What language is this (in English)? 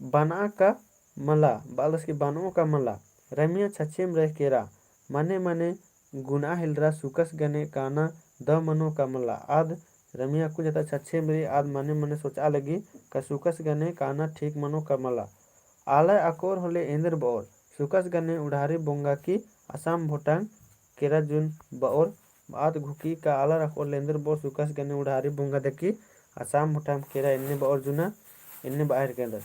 Kurukh